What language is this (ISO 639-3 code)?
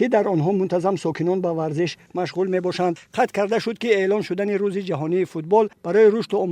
tgk